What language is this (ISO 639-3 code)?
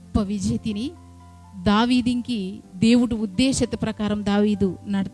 kff